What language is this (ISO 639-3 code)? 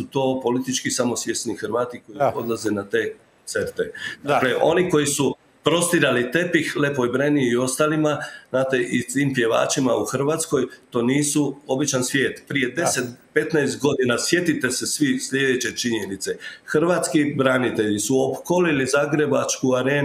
hrv